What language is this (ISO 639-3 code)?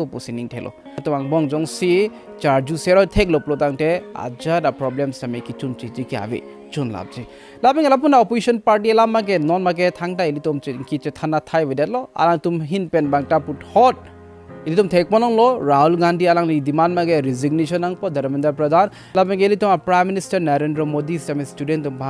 mjw